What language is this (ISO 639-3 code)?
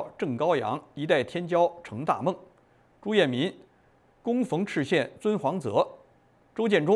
zho